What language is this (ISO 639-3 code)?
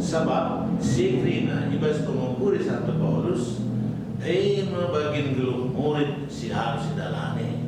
btx